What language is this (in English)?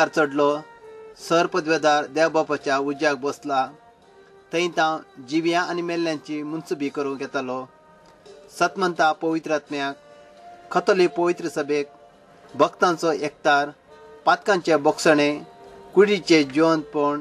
Konkani